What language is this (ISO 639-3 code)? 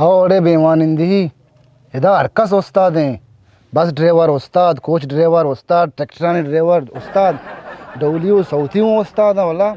bal